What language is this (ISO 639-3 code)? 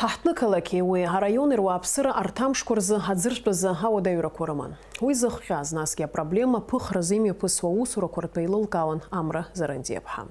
abk